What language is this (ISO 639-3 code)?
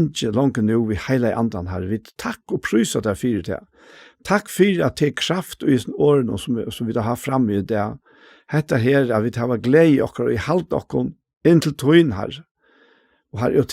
fao